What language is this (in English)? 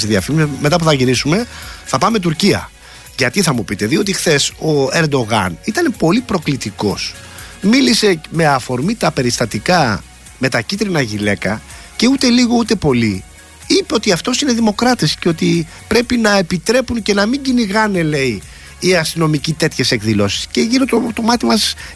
Greek